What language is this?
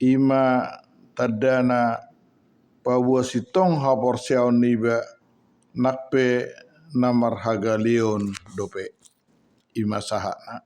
Batak Toba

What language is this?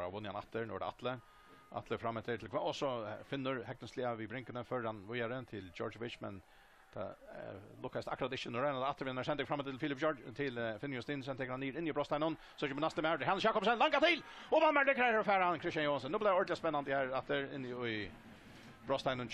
Faroese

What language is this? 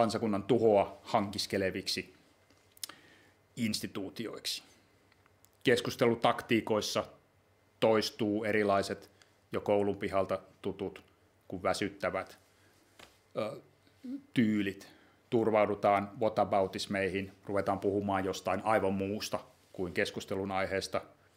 Finnish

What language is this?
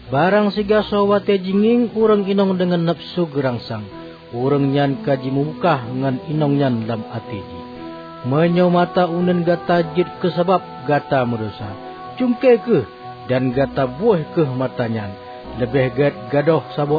Achinese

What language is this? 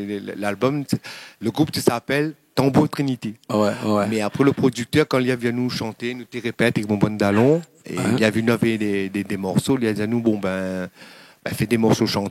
Réunion Creole French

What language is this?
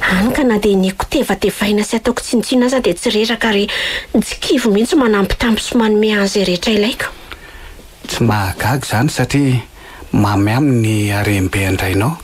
Malagasy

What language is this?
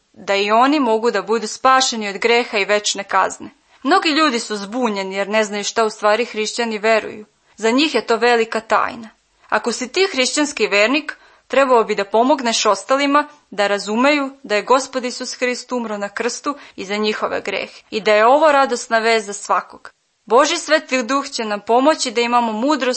Serbian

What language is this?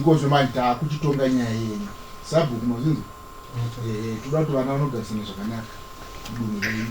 Shona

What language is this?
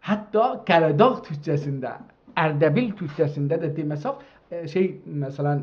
South Azerbaijani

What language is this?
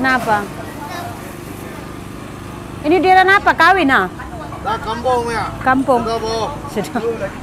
Malay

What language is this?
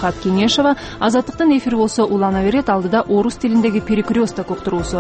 Kyrgyz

